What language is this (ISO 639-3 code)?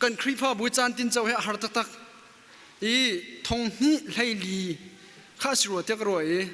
cnh